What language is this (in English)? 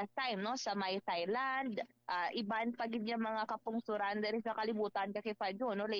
Hiligaynon